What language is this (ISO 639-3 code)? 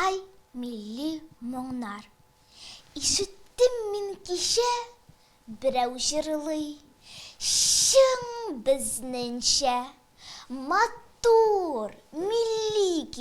tat